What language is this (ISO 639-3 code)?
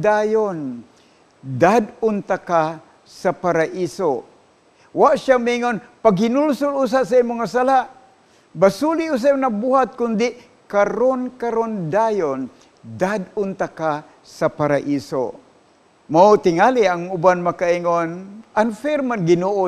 ceb